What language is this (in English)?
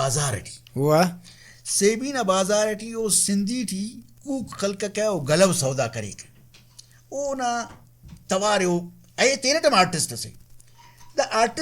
Brahui